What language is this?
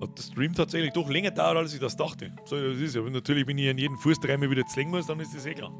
Bavarian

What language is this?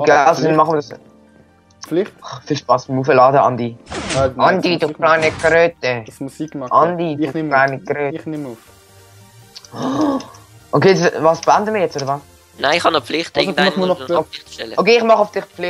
Swiss German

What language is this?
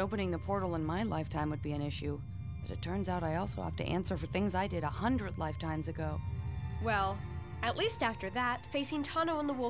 English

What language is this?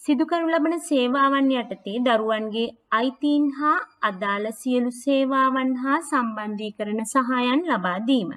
Sinhala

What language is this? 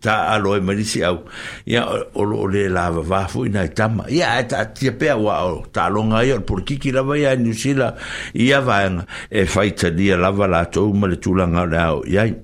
Samoan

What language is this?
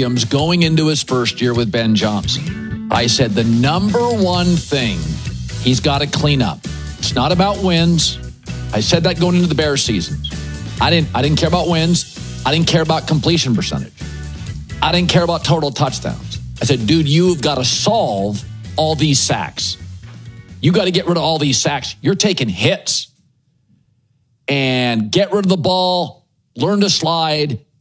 English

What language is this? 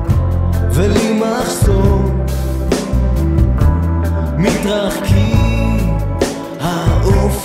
Hebrew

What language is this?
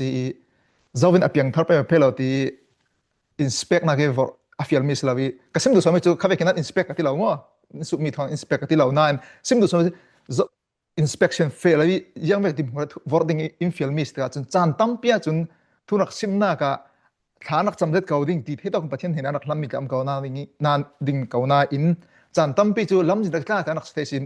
Falam Chin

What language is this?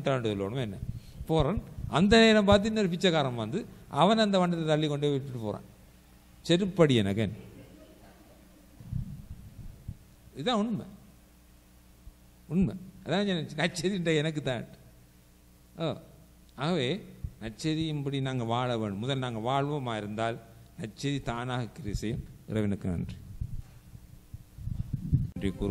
Tamil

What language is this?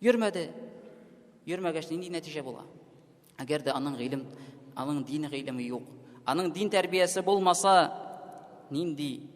Tatar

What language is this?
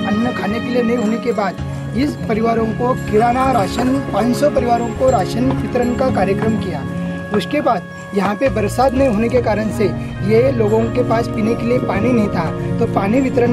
Hindi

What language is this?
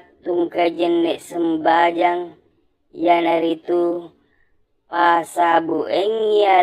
Buginese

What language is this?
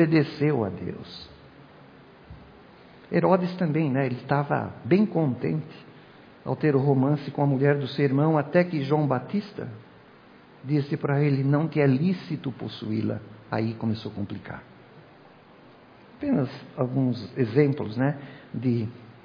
Portuguese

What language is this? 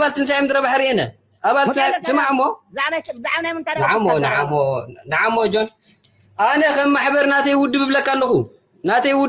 Tigrinya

